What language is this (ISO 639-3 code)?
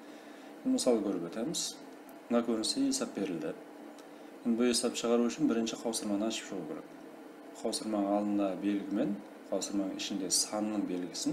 kaa